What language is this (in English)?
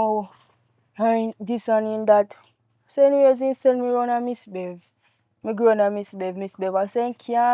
Jamaican Creole English